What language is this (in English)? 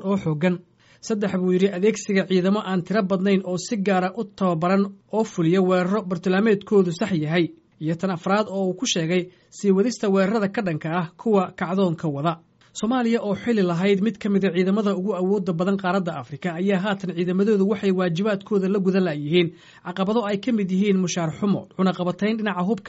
Somali